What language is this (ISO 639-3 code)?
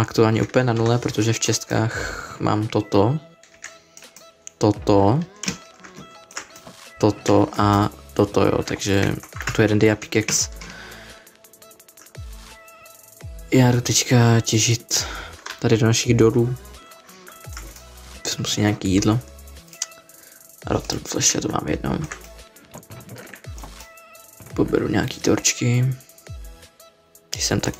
ces